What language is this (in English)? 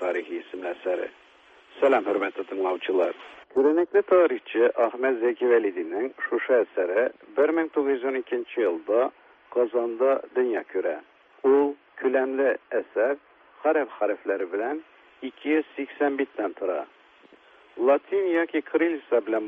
Tatar